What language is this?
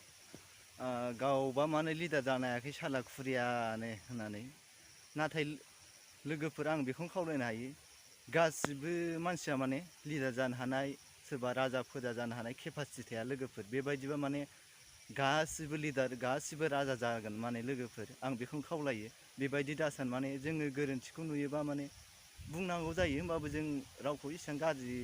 Bodo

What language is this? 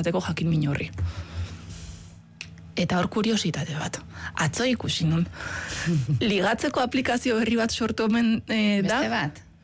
Basque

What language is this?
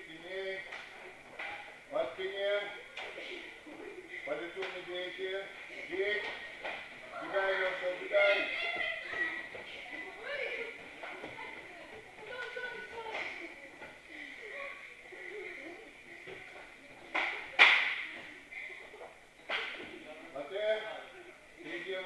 Russian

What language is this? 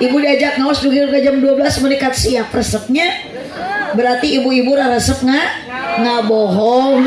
Sundanese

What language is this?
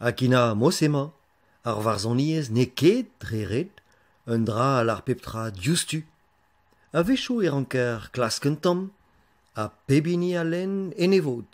Breton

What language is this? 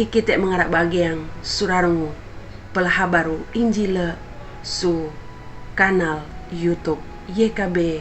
Sangir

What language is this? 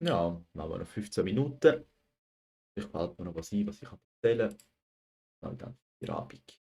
Swiss German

